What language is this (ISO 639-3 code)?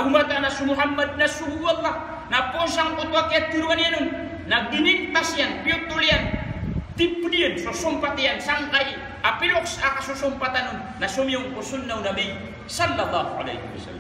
mrw